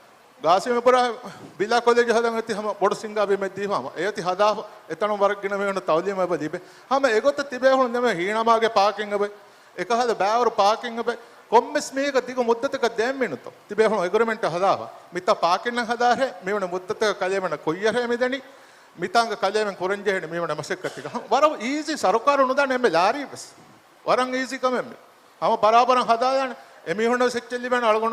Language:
Divehi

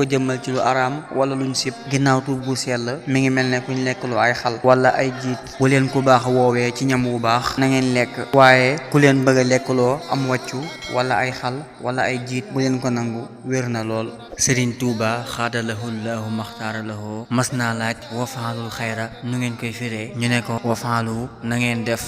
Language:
Wolof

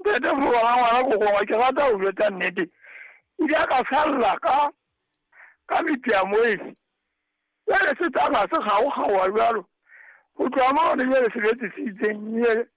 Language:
Southern Sotho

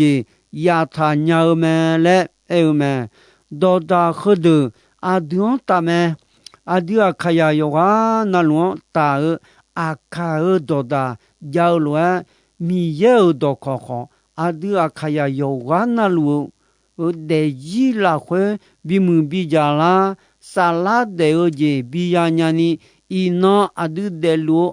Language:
Akha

